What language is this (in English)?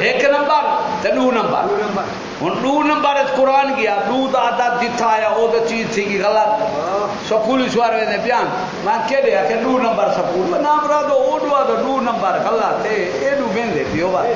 Saraiki